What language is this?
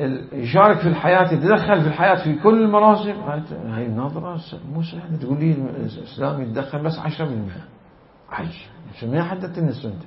Mesopotamian Arabic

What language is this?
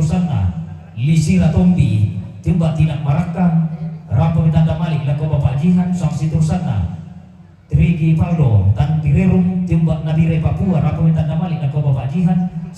Toraja-Sa'dan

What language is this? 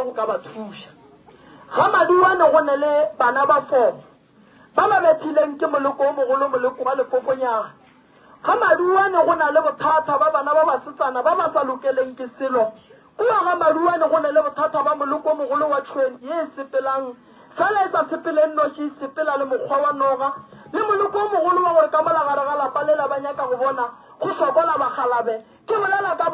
Northern Sotho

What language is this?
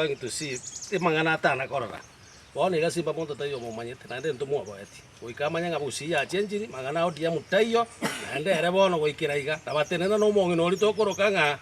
Gusii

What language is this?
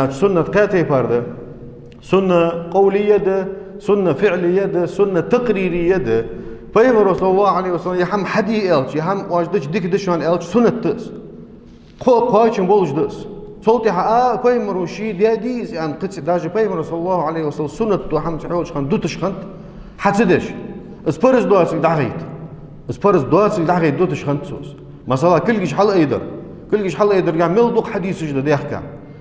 Ingush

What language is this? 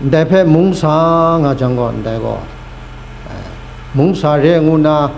Kachin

